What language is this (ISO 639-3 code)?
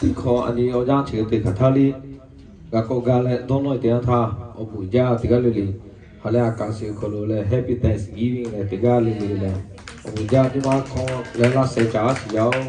lhu